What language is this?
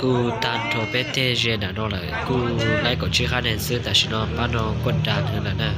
Hmong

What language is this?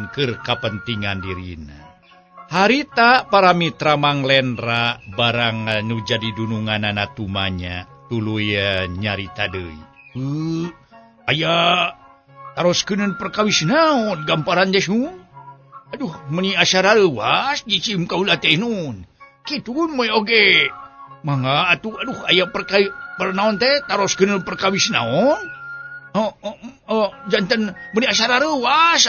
Sundanese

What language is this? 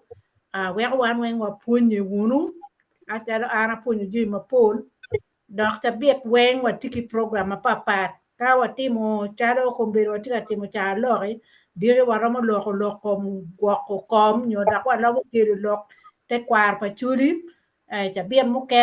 Acoli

